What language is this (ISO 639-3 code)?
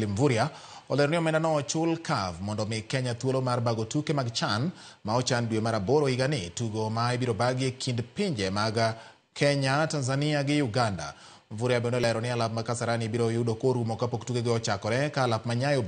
luo